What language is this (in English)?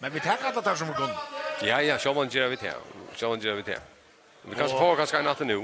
Faroese